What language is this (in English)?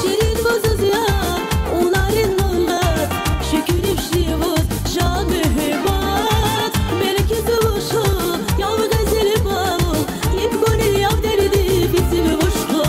Tabassaran